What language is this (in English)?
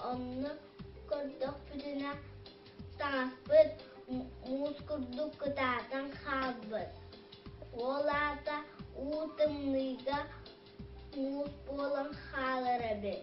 Yakut